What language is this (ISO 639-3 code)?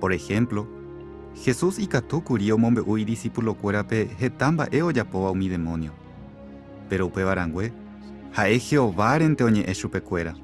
grn